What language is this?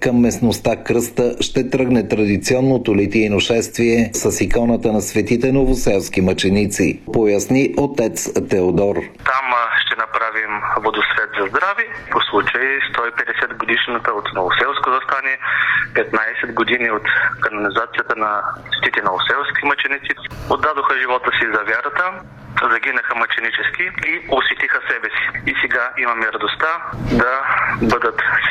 Bulgarian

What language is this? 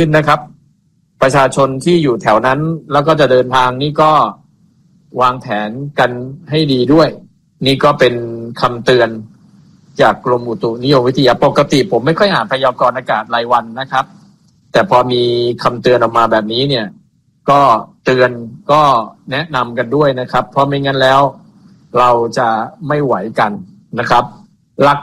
Thai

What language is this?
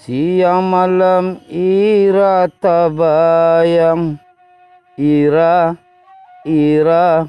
Minangkabau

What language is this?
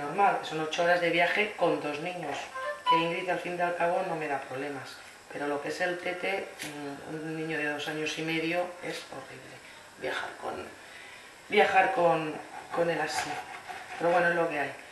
Spanish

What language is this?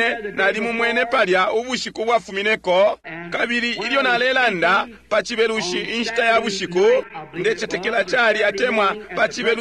Bemba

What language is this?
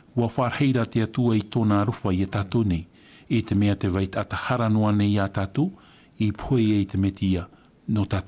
Tahitian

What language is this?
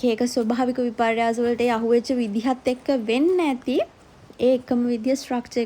Sinhala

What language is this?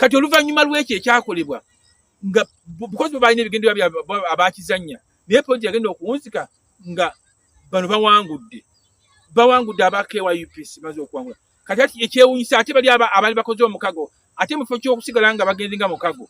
Ganda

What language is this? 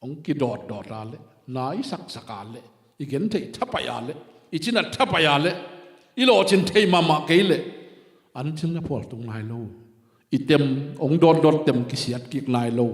Tedim Chin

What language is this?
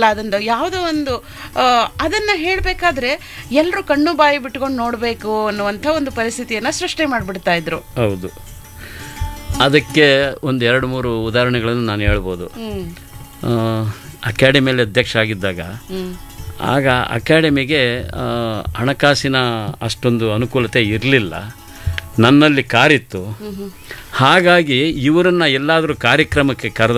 Kannada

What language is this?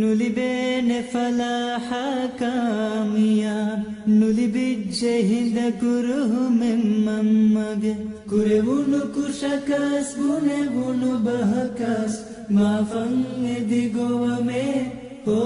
Divehi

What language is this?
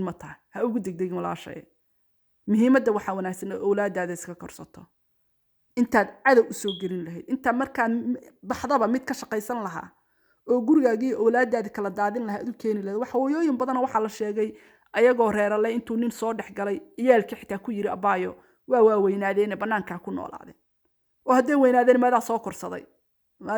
Somali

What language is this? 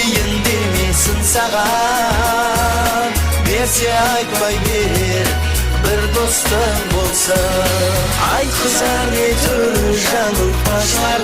Kara-Kalpak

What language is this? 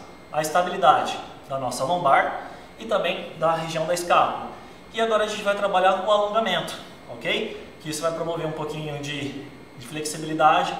Portuguese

